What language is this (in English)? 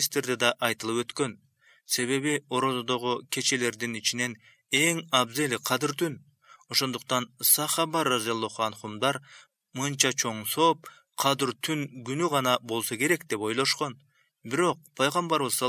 Kyrgyz